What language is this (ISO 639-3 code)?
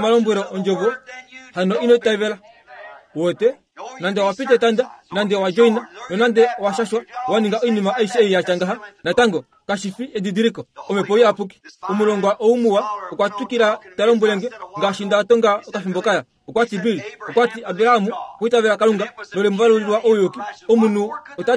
kua